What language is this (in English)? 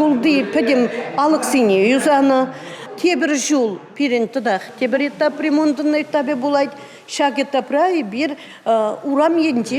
Chuvash